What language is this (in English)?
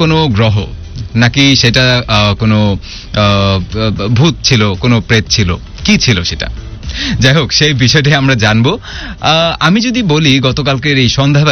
Bangla